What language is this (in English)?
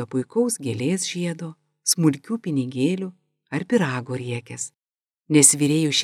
Lithuanian